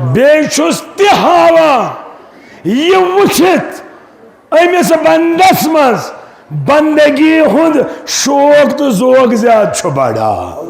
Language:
Kashmiri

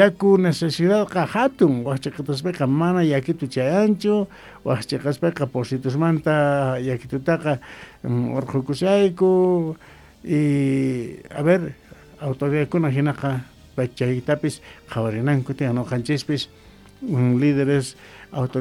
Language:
South Bolivian Quechua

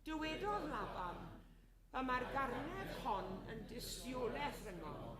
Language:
Welsh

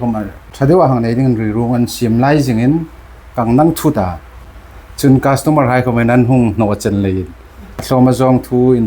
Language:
Hmar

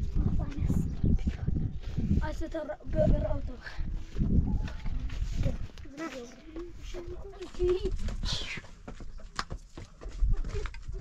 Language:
Persian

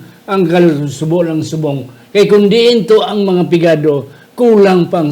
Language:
Hiligaynon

